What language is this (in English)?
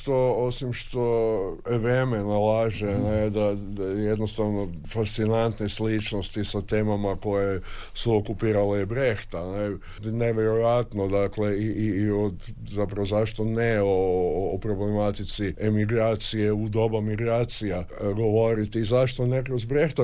Croatian